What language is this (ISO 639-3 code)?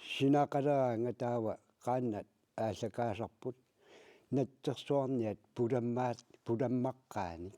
kal